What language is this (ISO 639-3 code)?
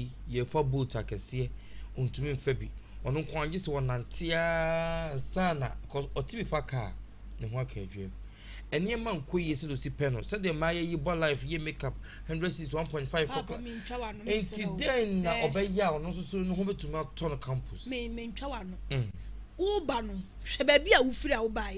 aka